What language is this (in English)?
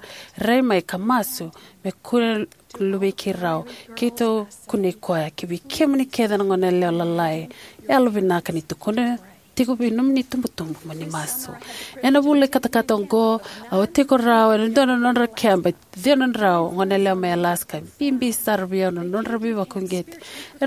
Fijian